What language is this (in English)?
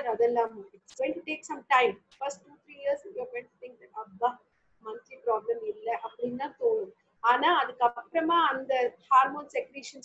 Tamil